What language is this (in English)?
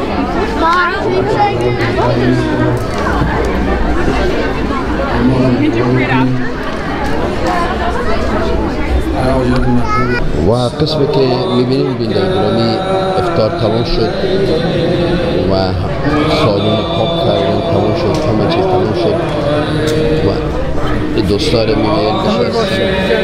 Persian